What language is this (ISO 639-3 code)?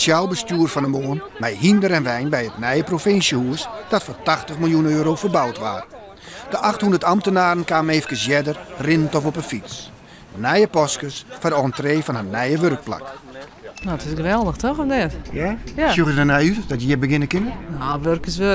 fry